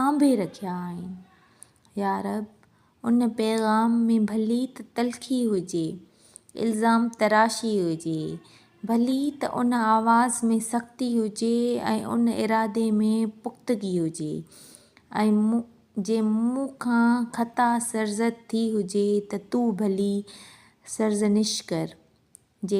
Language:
Sindhi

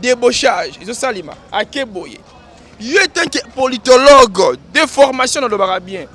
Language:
Lingala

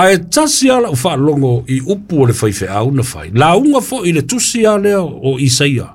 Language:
Samoan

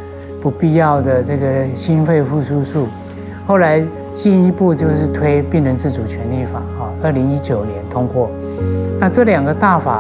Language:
Chinese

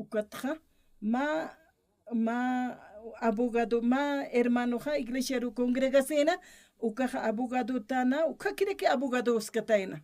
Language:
Aymara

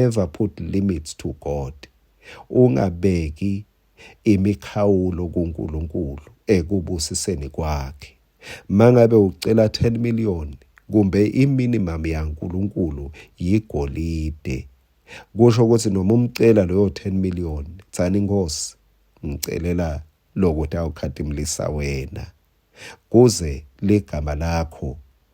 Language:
Swati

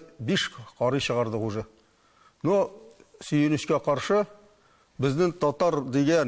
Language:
Tatar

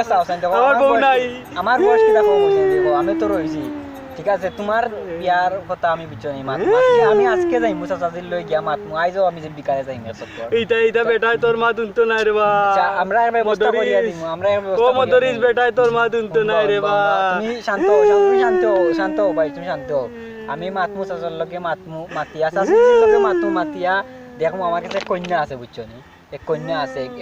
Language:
Sylheti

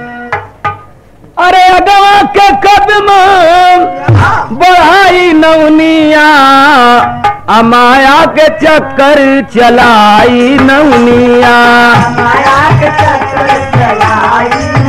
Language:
Bhojpuri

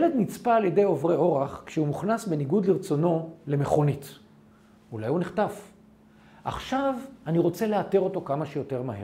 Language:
Hebrew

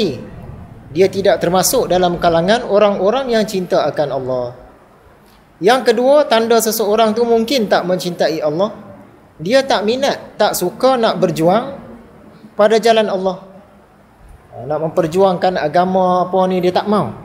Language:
Malay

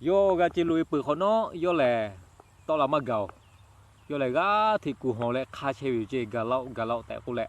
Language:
Lahu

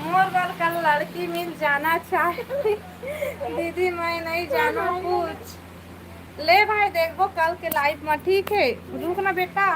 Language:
Chhattisgarhi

